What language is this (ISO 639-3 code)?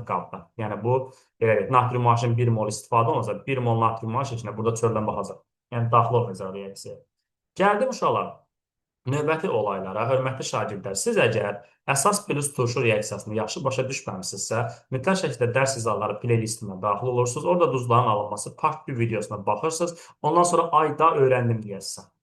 aze